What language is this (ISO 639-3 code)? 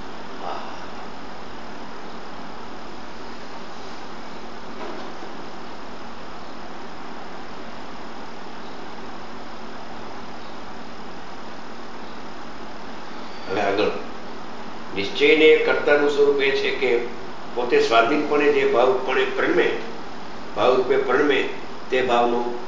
guj